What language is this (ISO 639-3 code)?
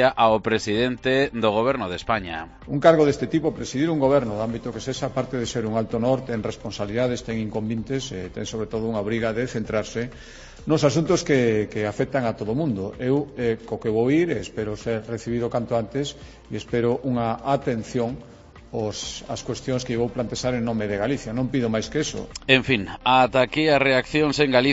glg